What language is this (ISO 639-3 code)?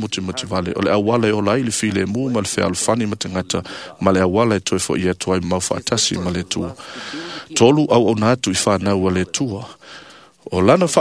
smo